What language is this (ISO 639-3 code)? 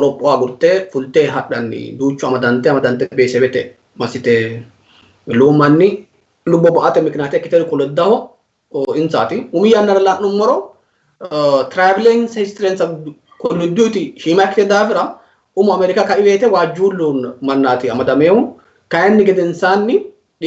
sid